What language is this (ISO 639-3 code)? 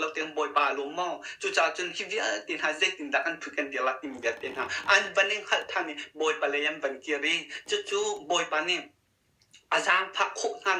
cnh